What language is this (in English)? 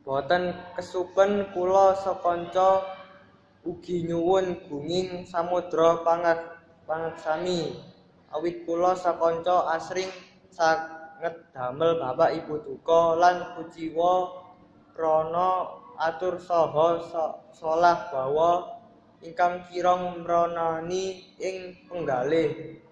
Javanese